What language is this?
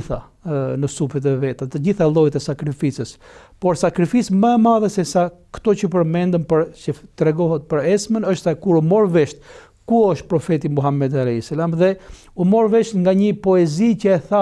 Albanian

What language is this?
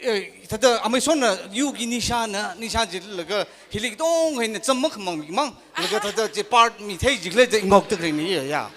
Tangkhul Naga (India)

